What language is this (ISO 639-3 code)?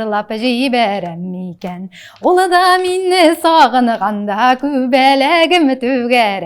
tat